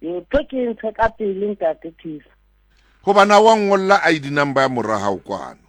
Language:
Southern Sotho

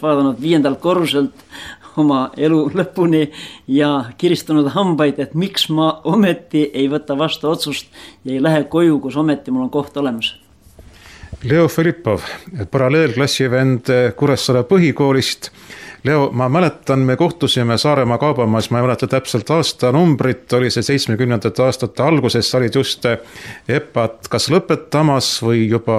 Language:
Estonian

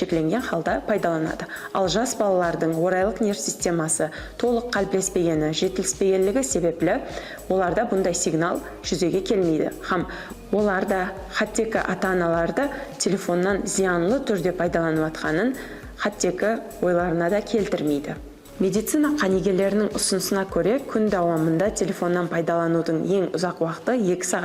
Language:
Kara-Kalpak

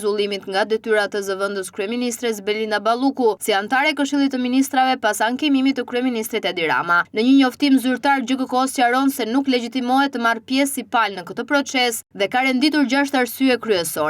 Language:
Albanian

